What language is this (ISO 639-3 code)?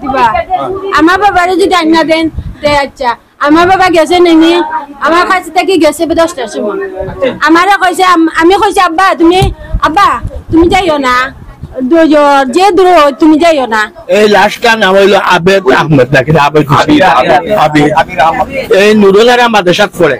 syl